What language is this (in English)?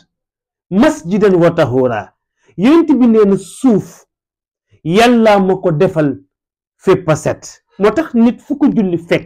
Wolof